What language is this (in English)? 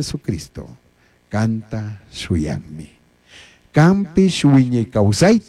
Chimborazo Highland Quichua